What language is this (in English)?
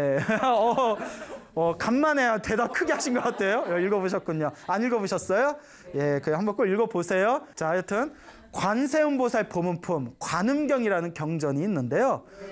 Korean